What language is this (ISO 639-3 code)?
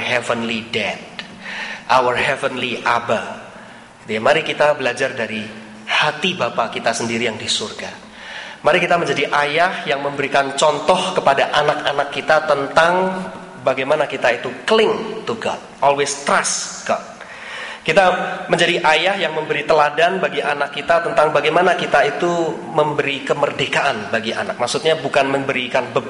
ind